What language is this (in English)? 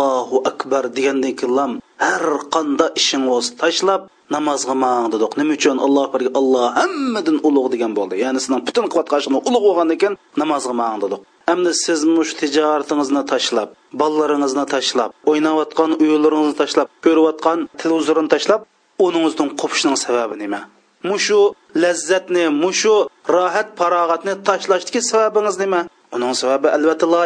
Uyghur